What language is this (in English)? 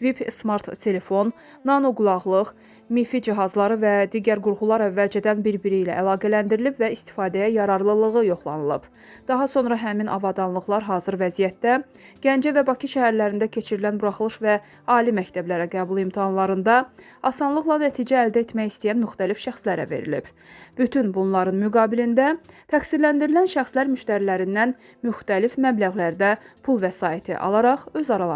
Azerbaijani